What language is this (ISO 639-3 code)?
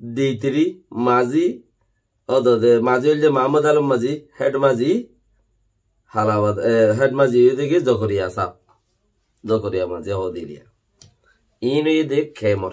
rhg